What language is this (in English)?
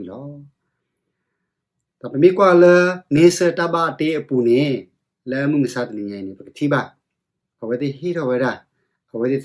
S'gaw Karen